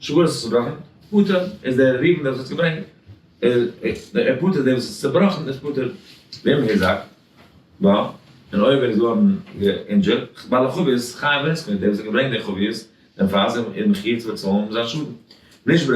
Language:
Yiddish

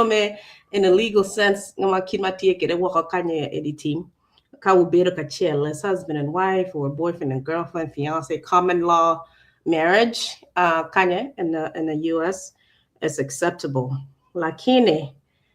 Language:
Acoli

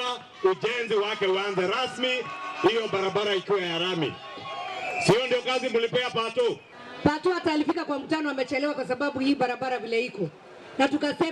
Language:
Meru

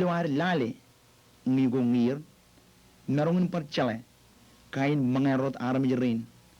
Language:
Marshallese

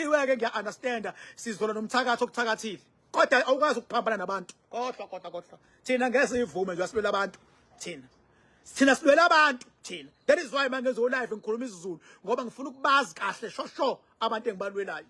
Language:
Zulu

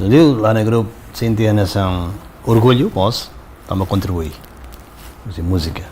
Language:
Tetum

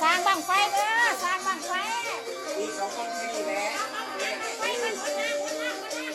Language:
Lao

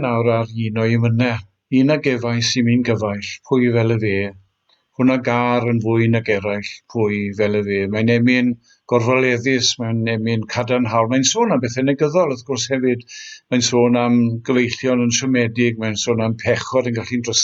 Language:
Welsh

